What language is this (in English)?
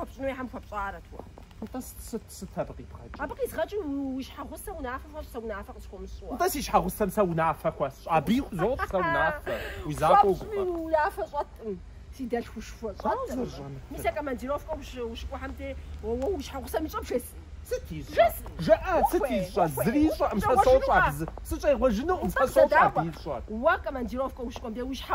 Kabardian